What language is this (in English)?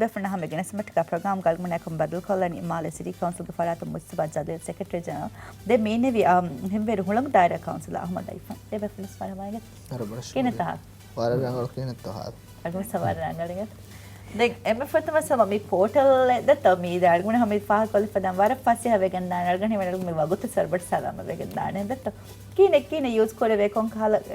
Divehi